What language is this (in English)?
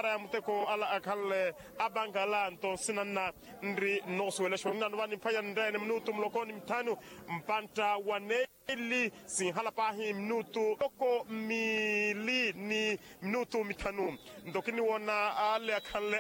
Makhuwa